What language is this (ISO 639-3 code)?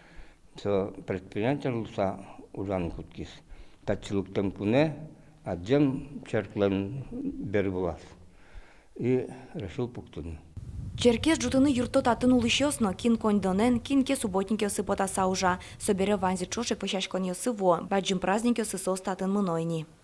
udm